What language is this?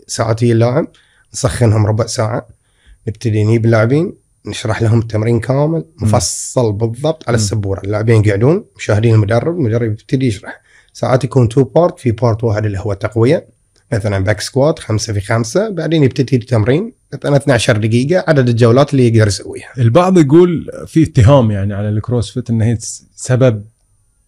Gulf Arabic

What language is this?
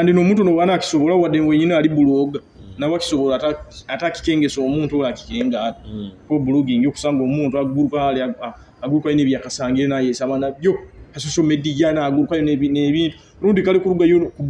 Nyoro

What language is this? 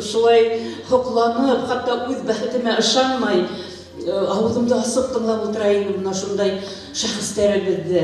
Bashkir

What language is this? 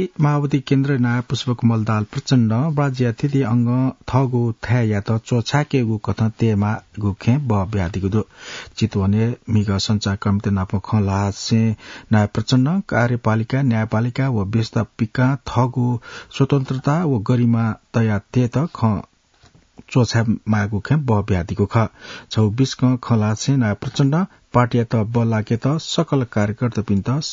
Newari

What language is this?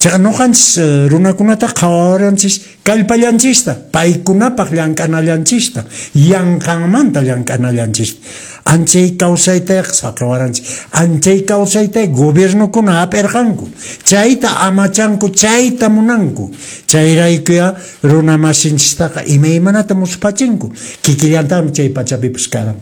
Quechua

